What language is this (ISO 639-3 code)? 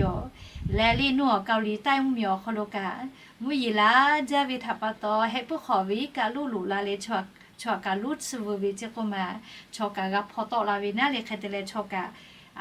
lhu